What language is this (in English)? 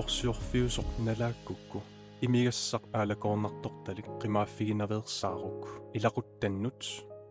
Kalaallisut